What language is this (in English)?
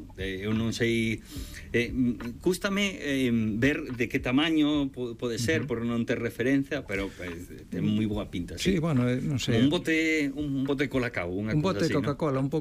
Galician